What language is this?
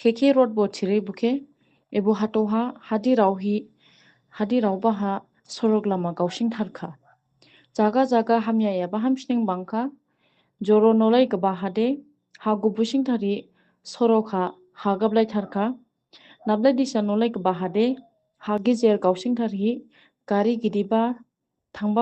Dimasa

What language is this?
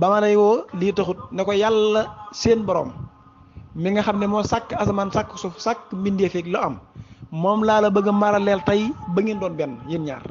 Wolof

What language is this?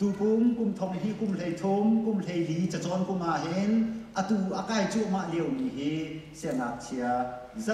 Hakha Chin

